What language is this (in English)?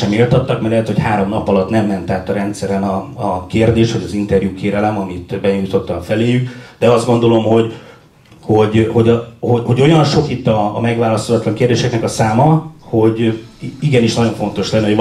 Hungarian